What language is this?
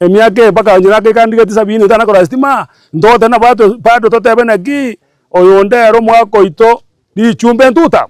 Gusii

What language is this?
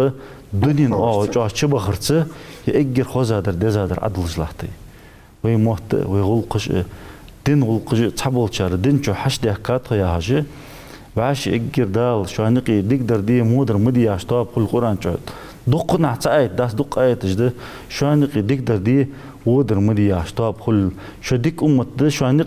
Ingush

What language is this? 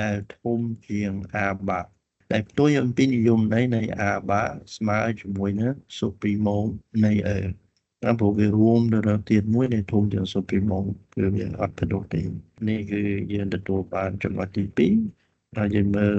Khmer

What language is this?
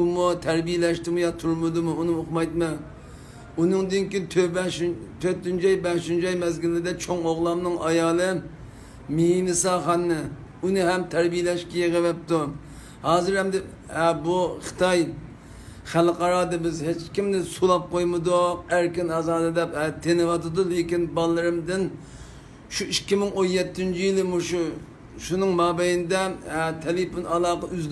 Uyghur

